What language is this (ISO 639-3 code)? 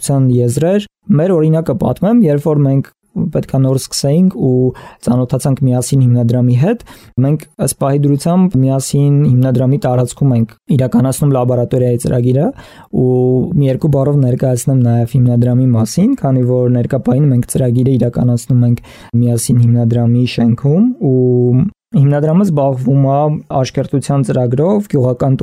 hye